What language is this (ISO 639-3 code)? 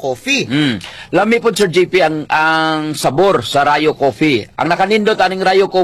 ceb